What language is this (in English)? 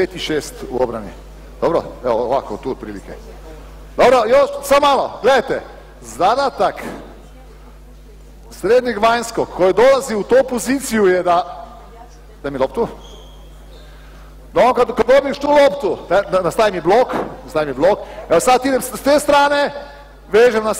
Croatian